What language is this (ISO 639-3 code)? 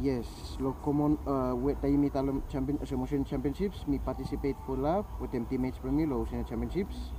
bis